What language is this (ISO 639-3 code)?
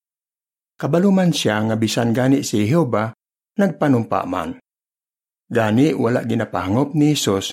hil